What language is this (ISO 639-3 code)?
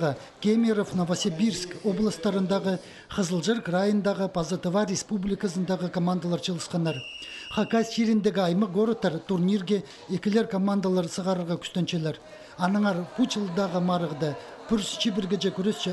kjh